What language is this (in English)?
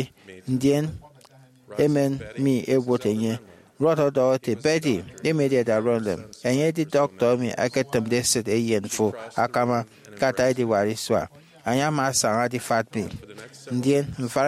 Efik